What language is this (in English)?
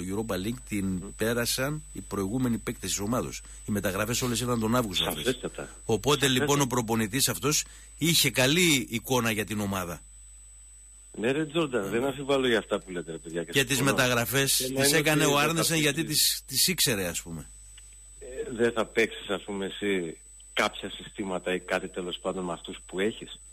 Greek